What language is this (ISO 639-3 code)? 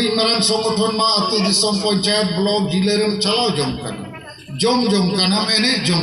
sat